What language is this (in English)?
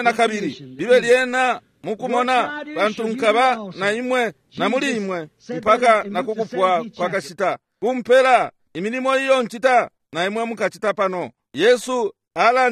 Bemba